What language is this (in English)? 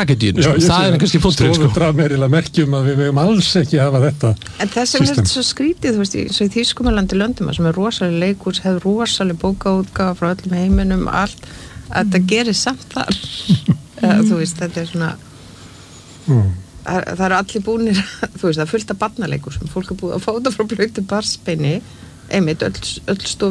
Icelandic